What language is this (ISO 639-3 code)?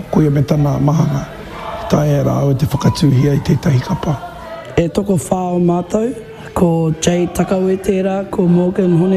mri